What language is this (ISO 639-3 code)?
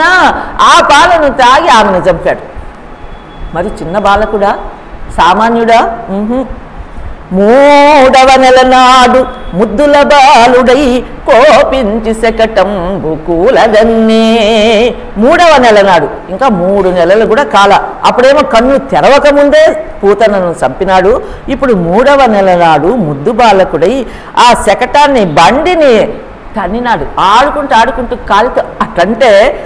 tel